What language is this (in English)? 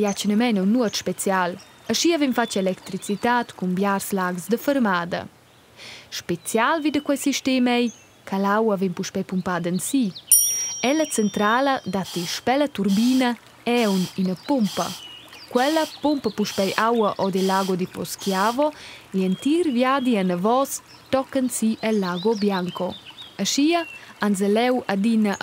Romansh